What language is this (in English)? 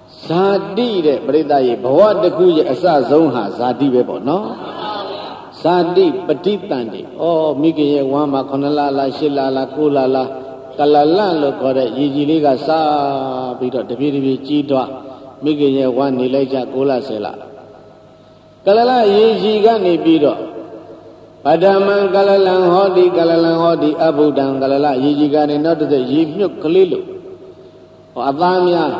Burmese